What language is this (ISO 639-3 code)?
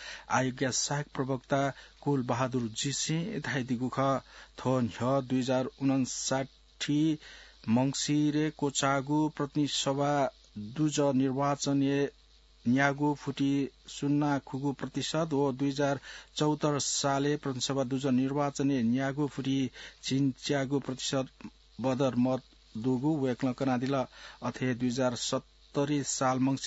new